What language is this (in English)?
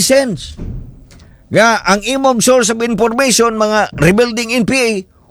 Cebuano